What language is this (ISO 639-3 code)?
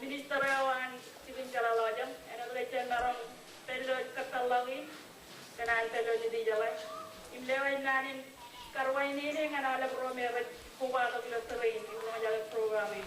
mah